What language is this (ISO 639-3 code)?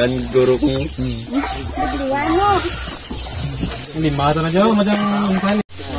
fil